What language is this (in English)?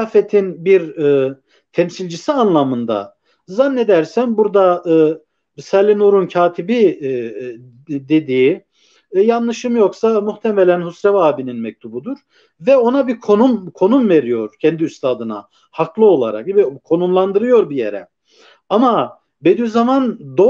Turkish